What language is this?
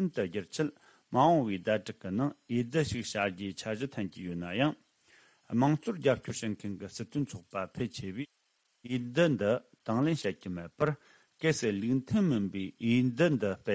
Tibetan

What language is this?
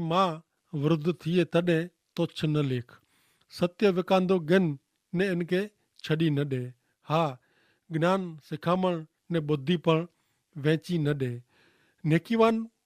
Kachhi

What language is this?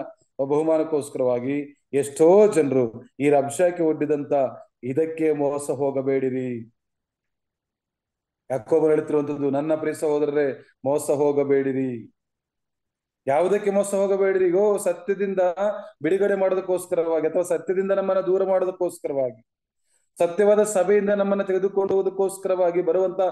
Kannada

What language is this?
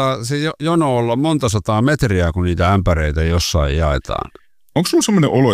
Finnish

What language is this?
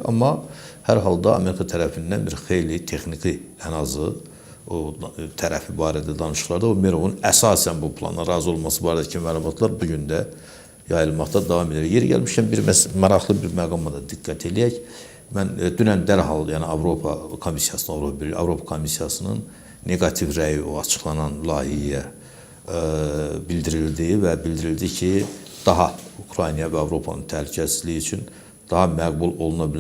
Azerbaijani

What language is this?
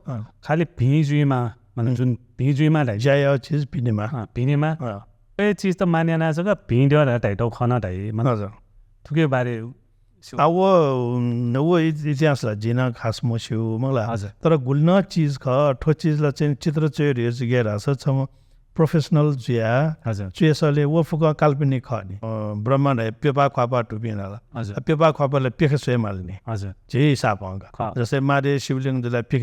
Newari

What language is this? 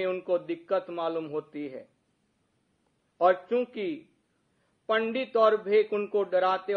Hindi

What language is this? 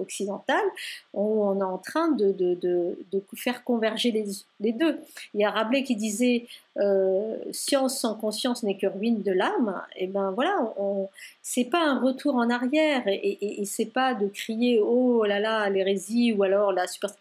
French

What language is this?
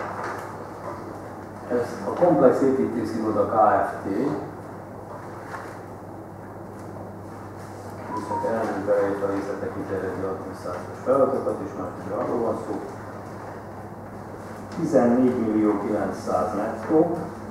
Hungarian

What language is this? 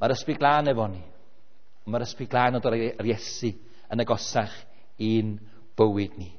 Welsh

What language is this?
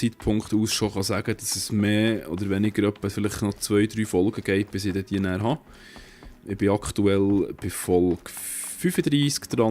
Swiss German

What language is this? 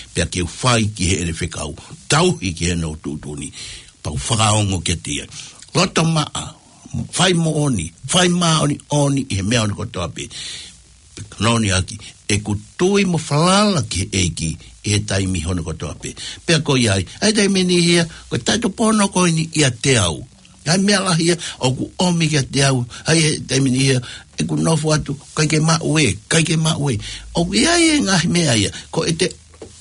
Tongan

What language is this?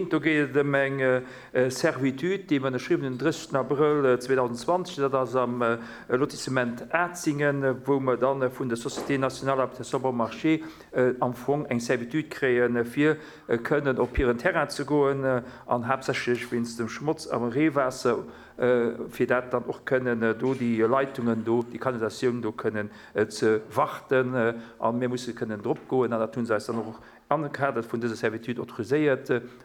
Luxembourgish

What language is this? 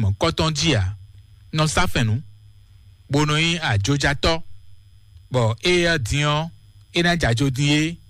Fon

